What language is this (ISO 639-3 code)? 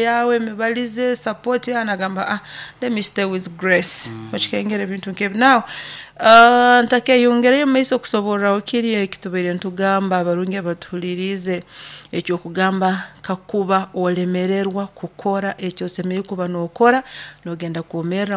nyo